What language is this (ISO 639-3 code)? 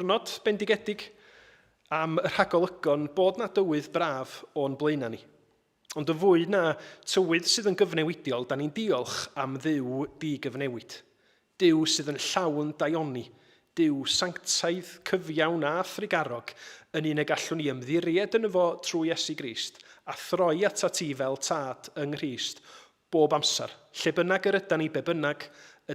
cym